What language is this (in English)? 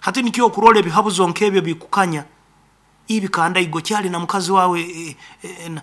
Nyoro